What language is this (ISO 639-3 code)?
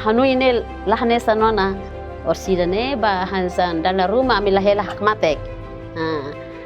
tet